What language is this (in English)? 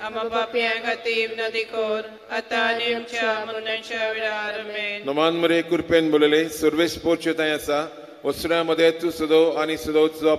Konkani